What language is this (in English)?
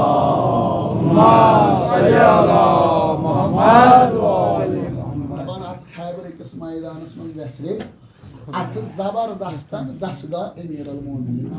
Kashmiri